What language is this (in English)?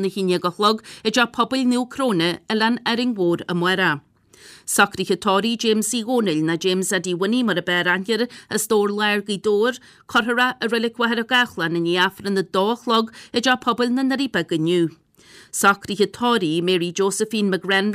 Irish